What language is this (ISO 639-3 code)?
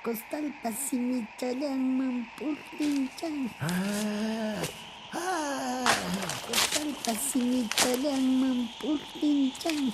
que